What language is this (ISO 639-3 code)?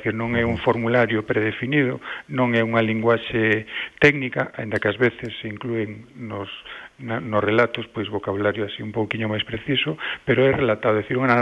glg